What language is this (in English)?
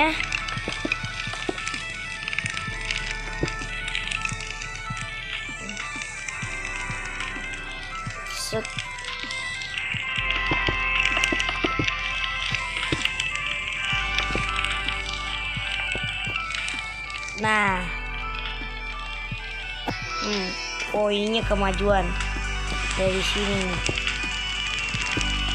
Indonesian